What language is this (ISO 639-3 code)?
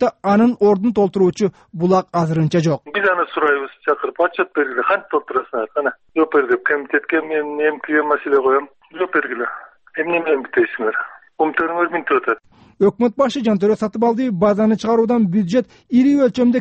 kir